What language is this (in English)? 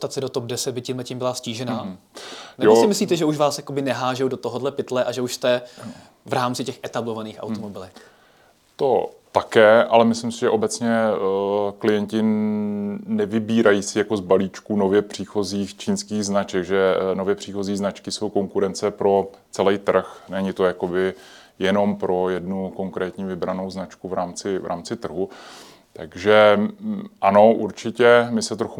Czech